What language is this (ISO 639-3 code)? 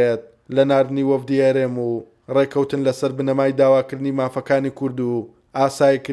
ckb